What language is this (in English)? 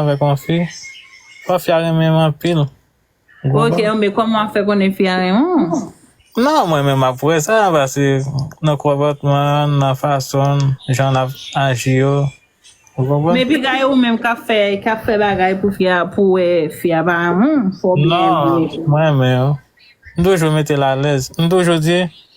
Haitian Creole